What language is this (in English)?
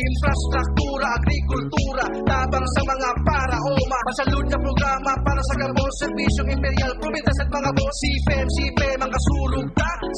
Bikol